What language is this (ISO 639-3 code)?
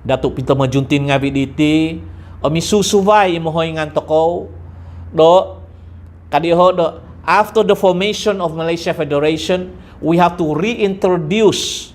dtp